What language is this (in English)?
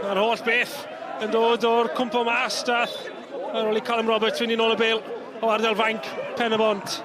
Welsh